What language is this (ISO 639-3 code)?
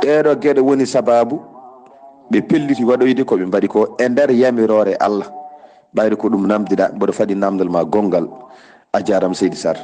ful